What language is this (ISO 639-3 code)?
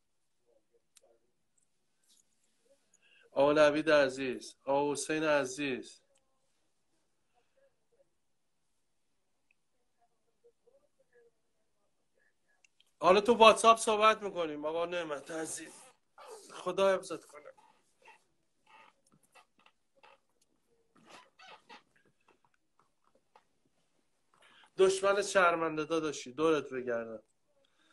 fas